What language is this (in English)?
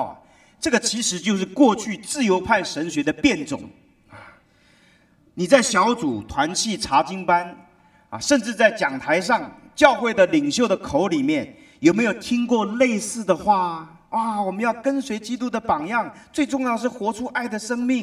Chinese